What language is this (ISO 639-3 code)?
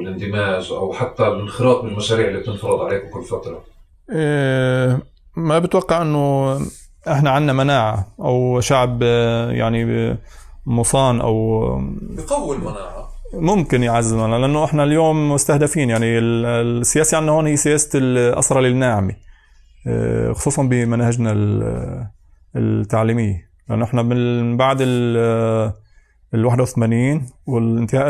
apc